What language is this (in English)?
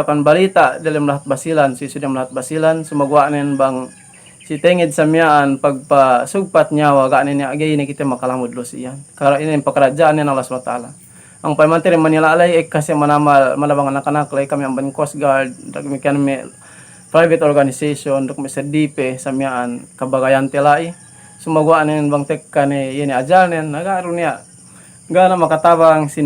Yakan